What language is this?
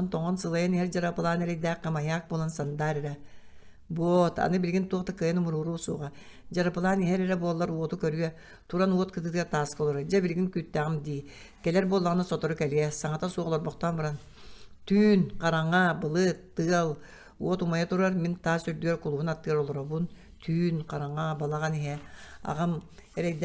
Yakut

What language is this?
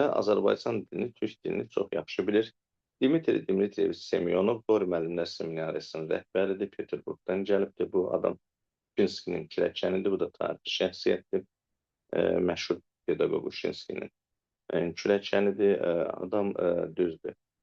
Azerbaijani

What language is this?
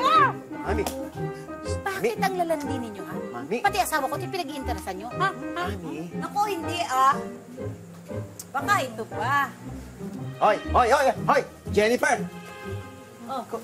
Filipino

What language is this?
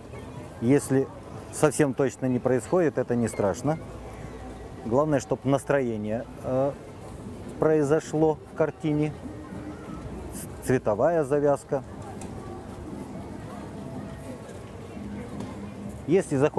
Russian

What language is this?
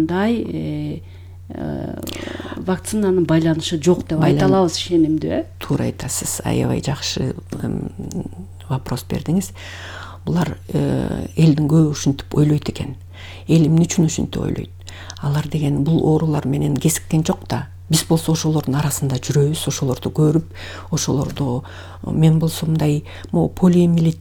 Kyrgyz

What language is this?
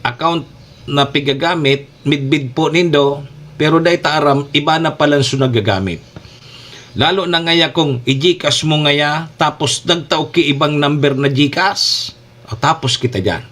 Bikol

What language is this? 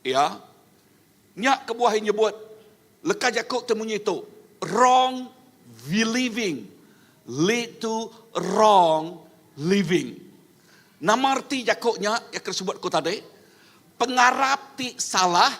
Iban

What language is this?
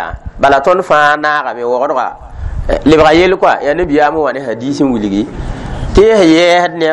Mossi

